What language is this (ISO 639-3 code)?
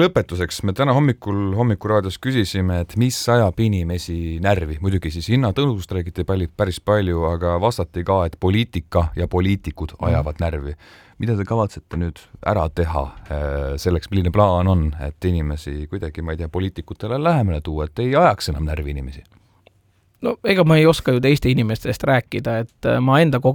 est